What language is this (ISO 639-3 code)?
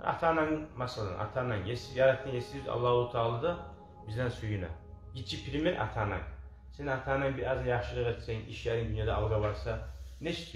kum